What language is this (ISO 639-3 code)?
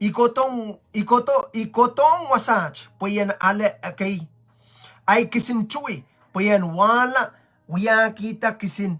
pon